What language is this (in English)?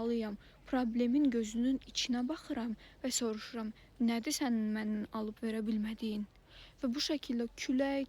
Azerbaijani